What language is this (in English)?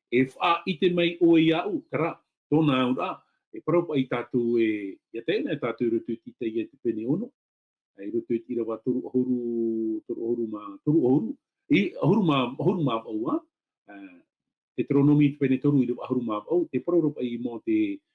Tahitian